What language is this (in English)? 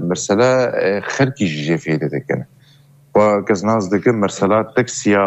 Kurdish